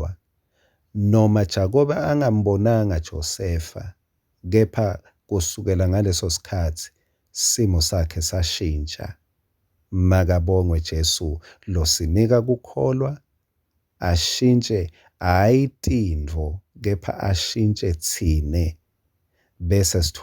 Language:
Swati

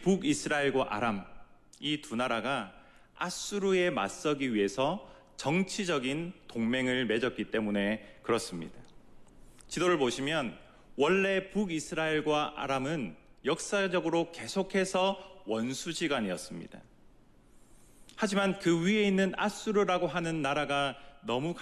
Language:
Korean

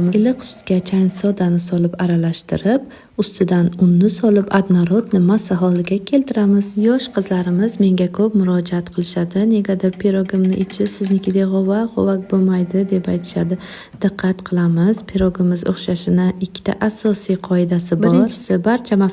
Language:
Uzbek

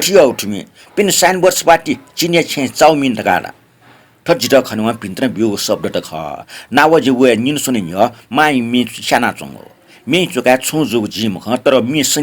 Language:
Newari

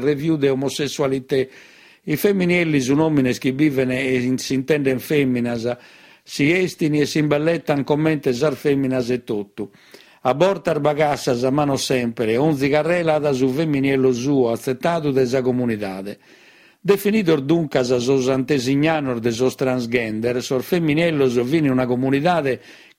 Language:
Sardinian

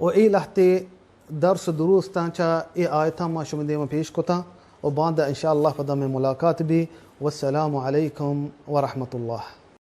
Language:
Baluchi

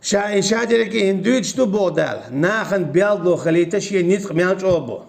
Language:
Chechen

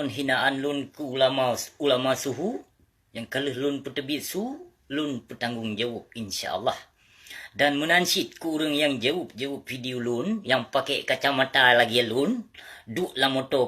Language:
Achinese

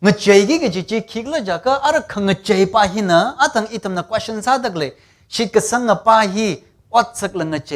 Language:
Tangkhul Naga (India)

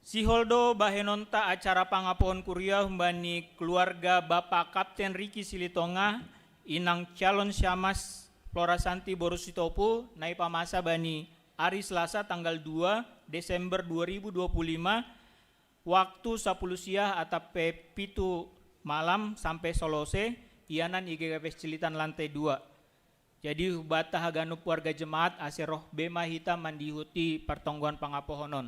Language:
Batak Simalungun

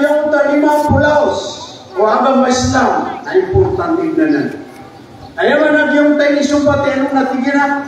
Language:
Maranao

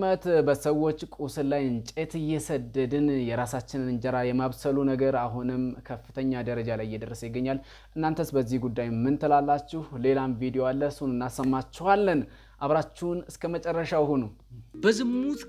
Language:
Amharic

